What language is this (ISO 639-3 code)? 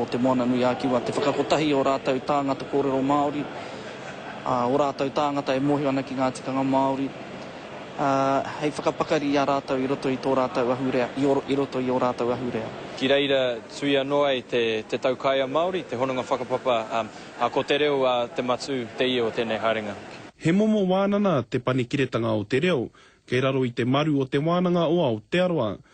mri